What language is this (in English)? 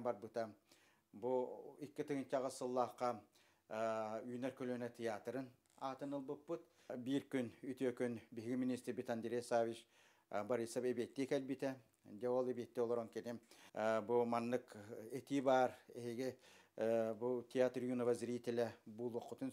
Yakut